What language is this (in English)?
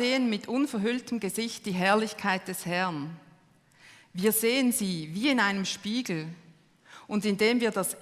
Swiss German